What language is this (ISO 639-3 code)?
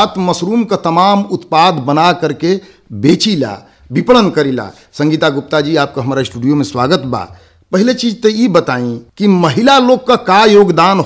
bho